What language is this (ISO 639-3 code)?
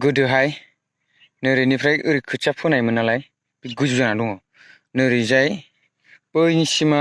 brx